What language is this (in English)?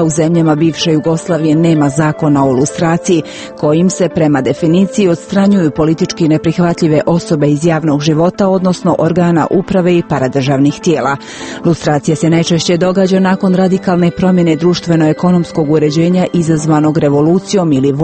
Croatian